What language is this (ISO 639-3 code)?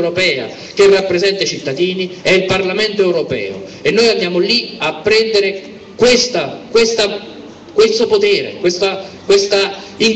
ita